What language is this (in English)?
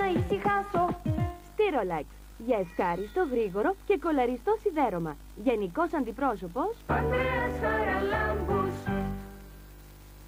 Greek